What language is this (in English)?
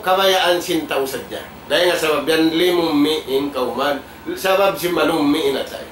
Tausug